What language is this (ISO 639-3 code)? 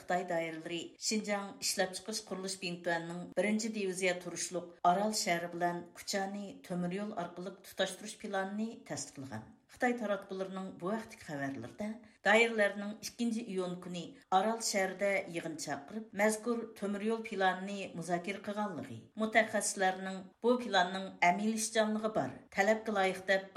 uig